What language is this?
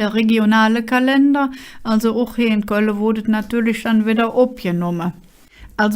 Colognian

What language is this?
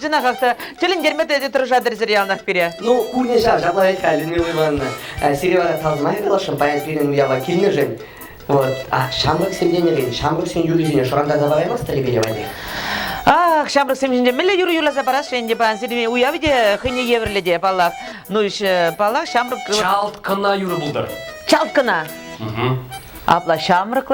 Chuvash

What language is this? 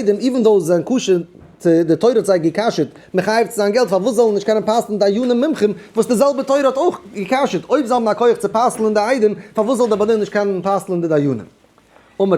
Yiddish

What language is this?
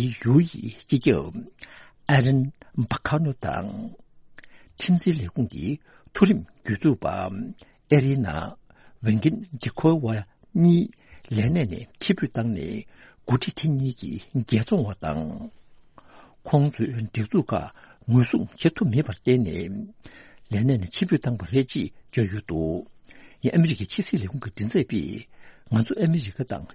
Tibetan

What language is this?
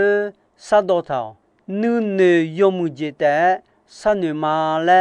Akha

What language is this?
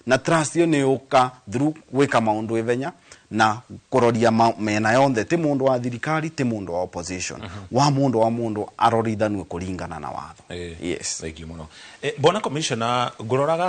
Kikuyu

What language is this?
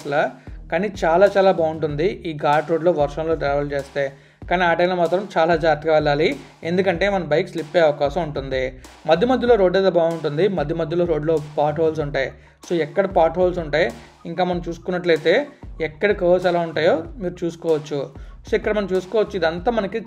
Telugu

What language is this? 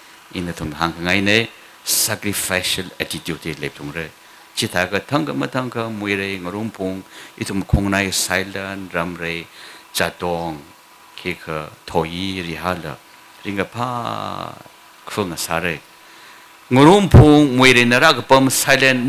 Tangkhul Naga (India)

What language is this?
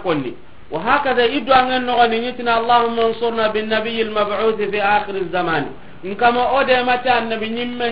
Soninke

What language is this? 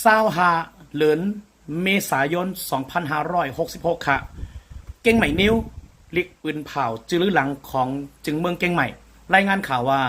Shan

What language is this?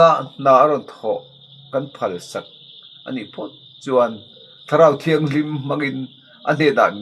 Mizo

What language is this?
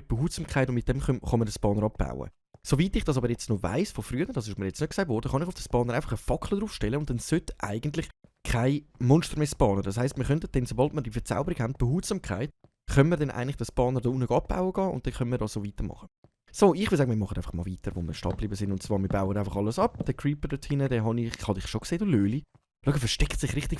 Swiss German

